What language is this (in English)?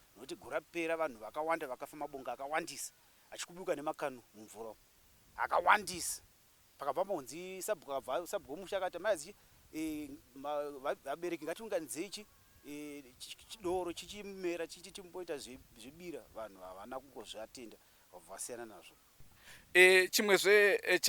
Shona